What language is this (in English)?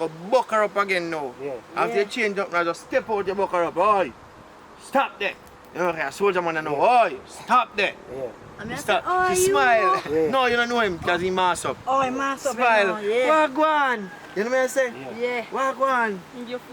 Jamaican Creole English